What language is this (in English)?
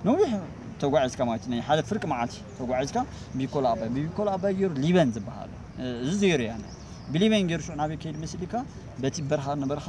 Tigrinya